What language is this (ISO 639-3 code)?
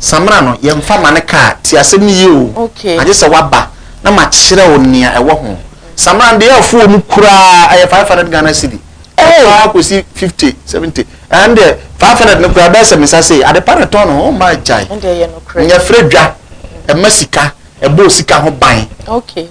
aka